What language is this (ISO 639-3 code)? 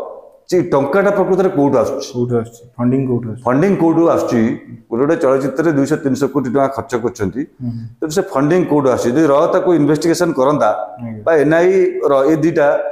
ori